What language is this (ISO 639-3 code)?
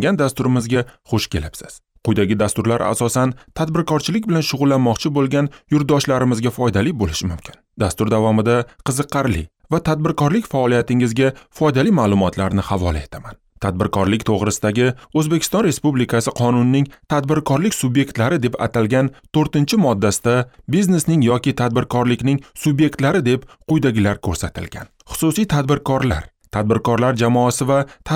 uzb